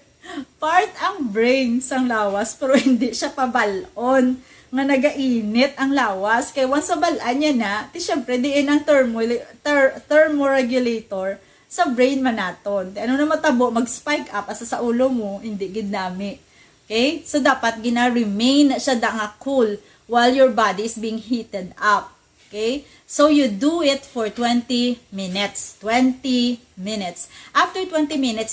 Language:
Hiligaynon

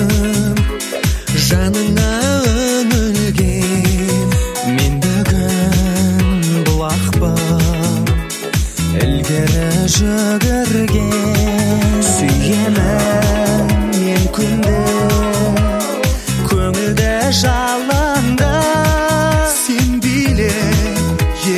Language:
Kazakh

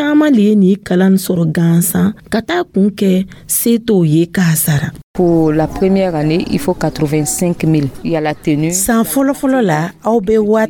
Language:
Dyula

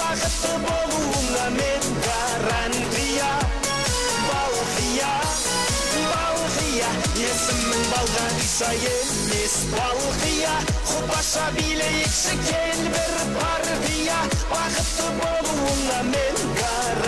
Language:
Kara-Kalpak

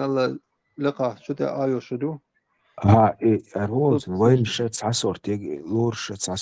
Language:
Chechen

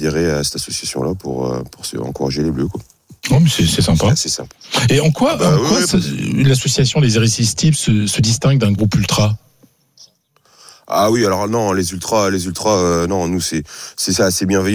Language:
French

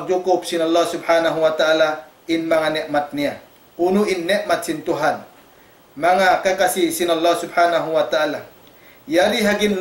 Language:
Tausug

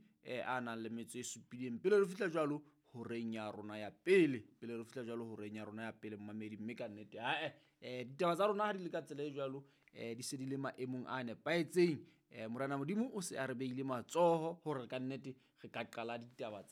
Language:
Southern Sotho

